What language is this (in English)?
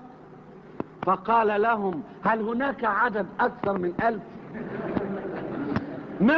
Arabic